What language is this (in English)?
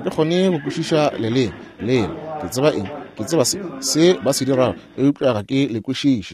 Northern Sotho